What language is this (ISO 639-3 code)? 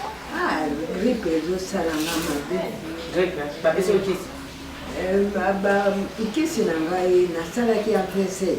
lin